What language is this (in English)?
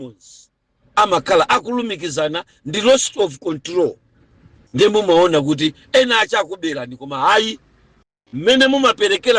Nyanja